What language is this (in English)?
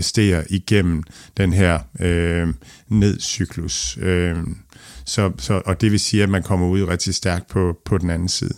Danish